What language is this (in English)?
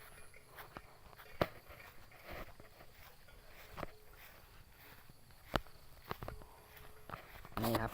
Lao